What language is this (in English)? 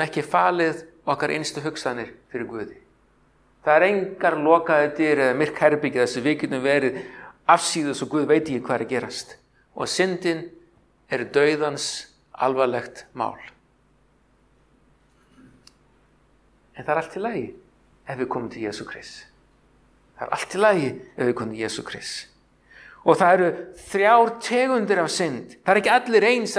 Icelandic